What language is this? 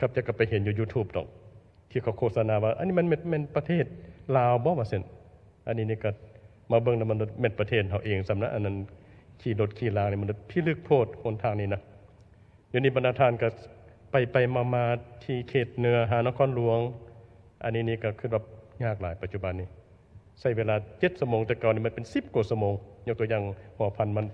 Lao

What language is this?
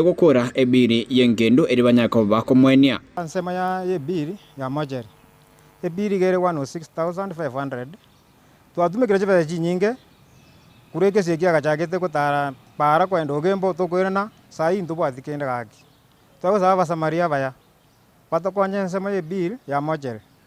Gusii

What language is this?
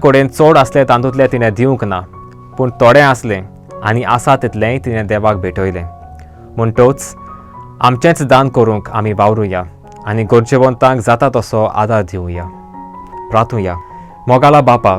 Konkani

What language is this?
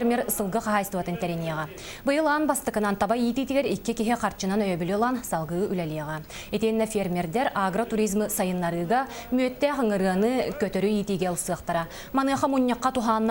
Yakut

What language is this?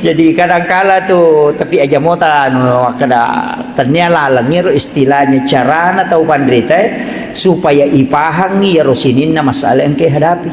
Buginese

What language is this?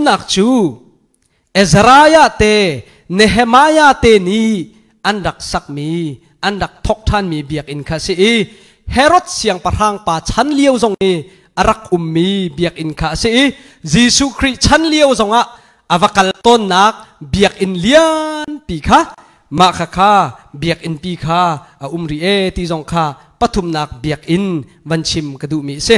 Hakha Chin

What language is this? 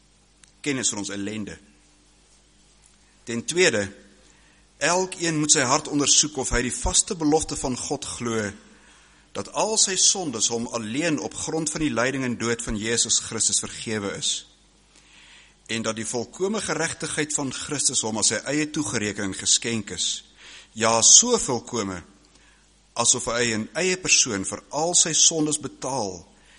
Afrikaans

